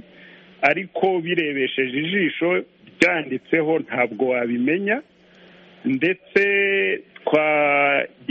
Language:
Kinyarwanda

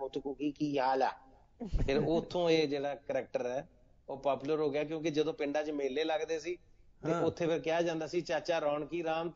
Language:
Punjabi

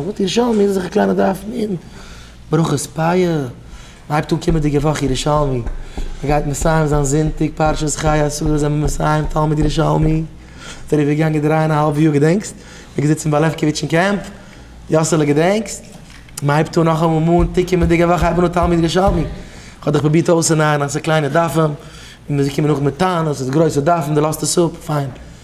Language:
Yiddish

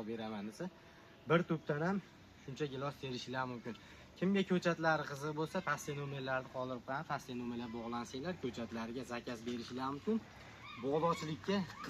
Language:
Uzbek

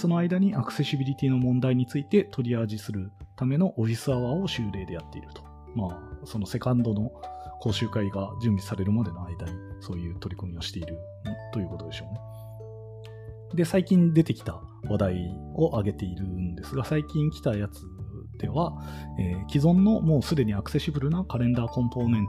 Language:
Japanese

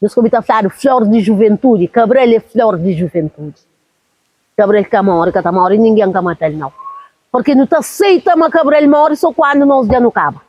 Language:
Kabuverdianu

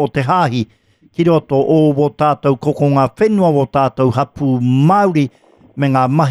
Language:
Māori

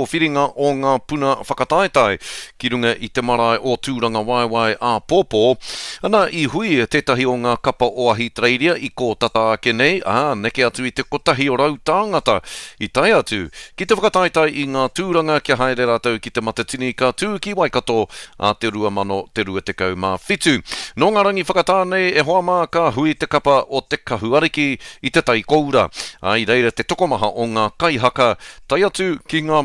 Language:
Māori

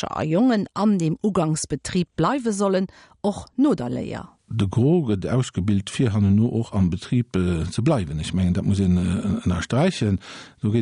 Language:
Luxembourgish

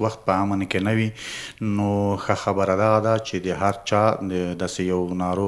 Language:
Pashto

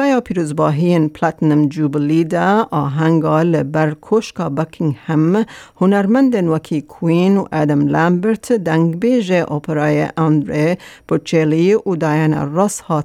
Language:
Kurdish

